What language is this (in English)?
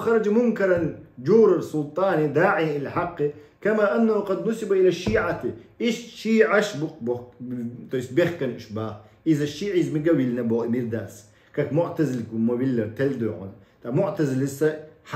Chechen